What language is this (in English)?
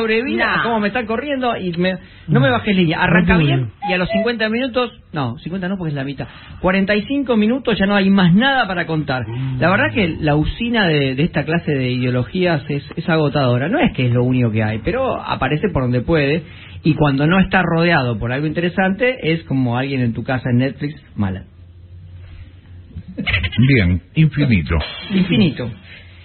Spanish